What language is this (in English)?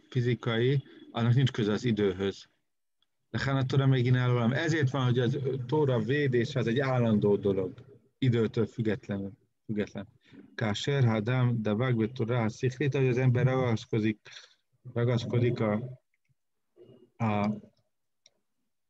Hungarian